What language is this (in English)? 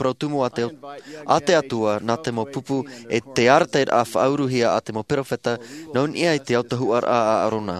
Tahitian